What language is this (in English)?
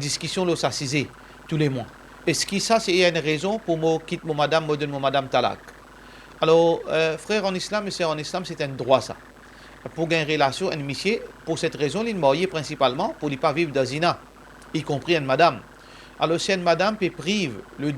Morisyen